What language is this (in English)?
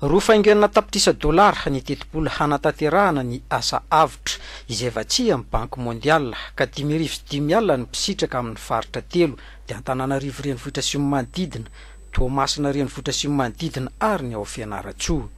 Malagasy